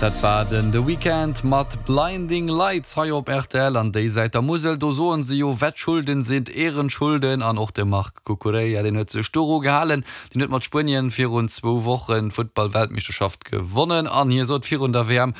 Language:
Luxembourgish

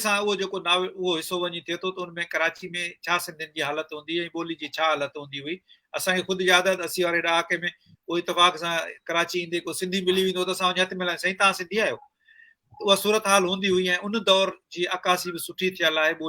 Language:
Sindhi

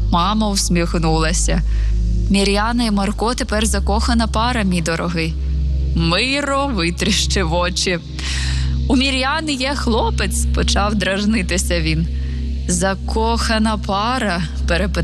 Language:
Ukrainian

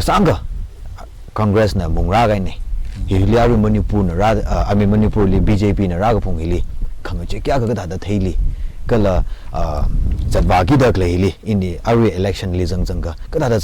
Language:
Tangkhul Naga (India)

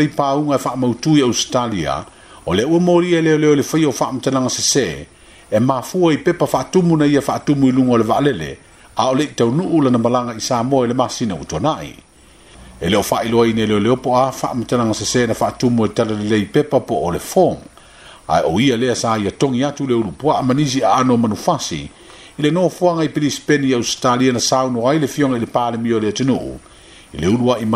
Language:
Samoan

